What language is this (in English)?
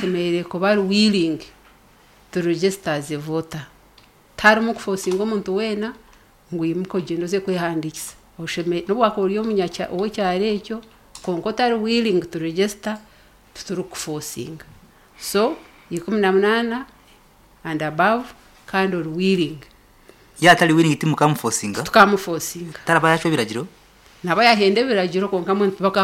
Nyankole